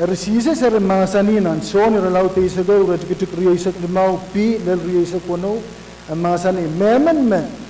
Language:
Pohnpeian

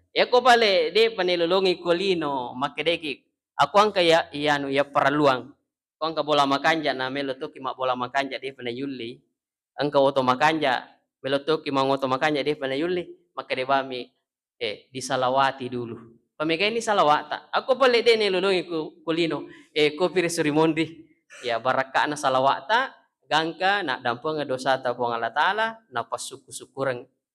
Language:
Buginese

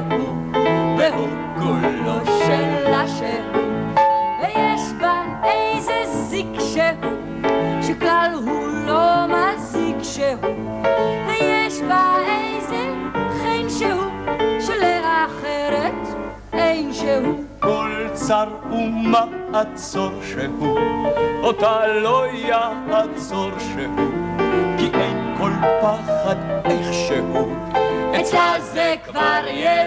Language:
Hebrew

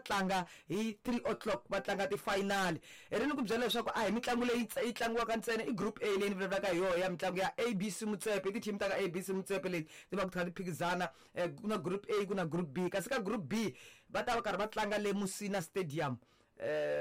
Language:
Tsonga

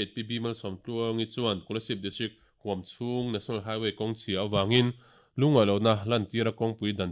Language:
Mizo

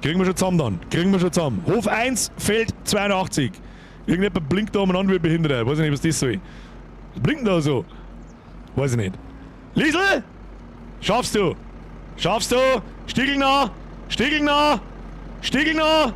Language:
Bavarian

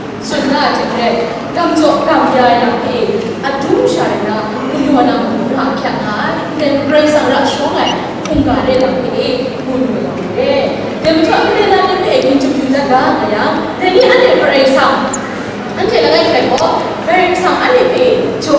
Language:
Kachin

